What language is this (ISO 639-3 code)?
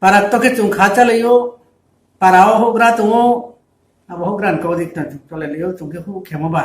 ria